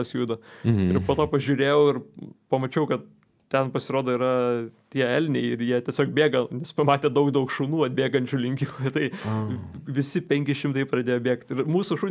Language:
Lithuanian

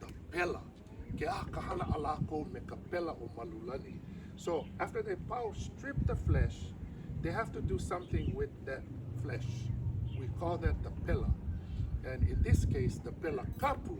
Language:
Hawaiian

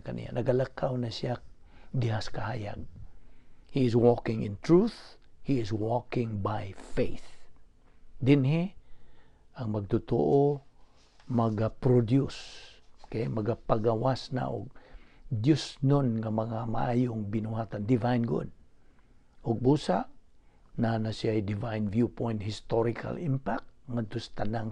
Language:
Cebuano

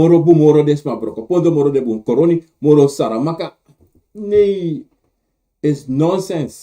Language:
Sranan Tongo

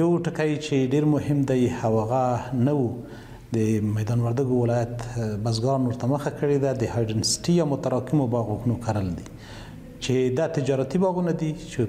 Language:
Pashto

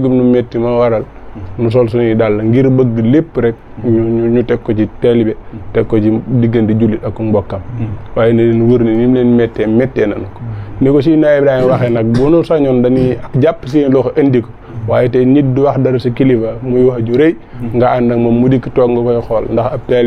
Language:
Wolof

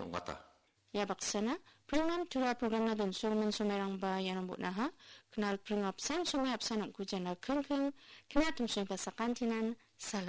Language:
Garo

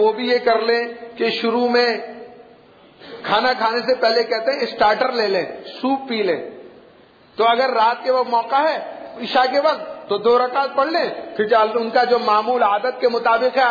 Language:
Urdu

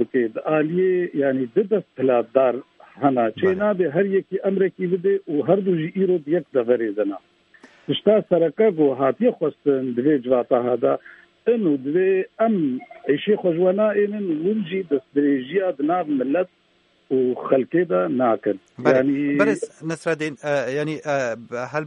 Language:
Kurdish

